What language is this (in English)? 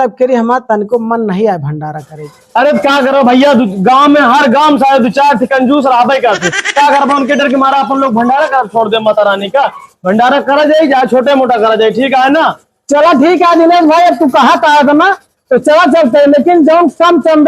Awadhi